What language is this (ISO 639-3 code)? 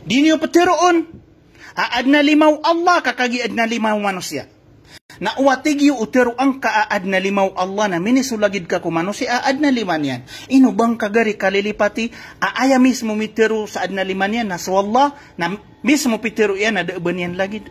mrw